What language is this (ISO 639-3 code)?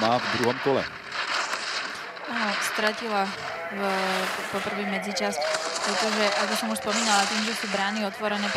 slk